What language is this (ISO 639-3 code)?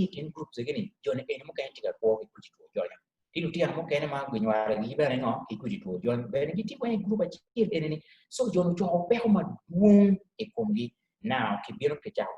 ach